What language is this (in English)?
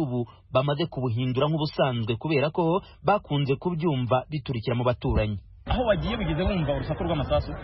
Kinyarwanda